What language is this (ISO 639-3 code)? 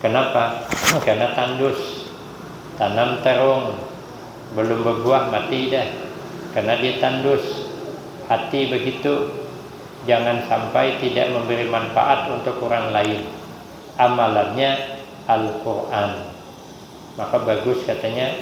bjn